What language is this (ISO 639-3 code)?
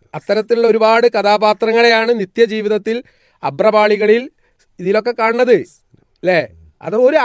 mal